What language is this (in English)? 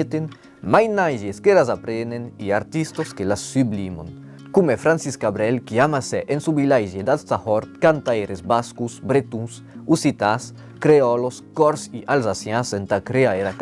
Occitan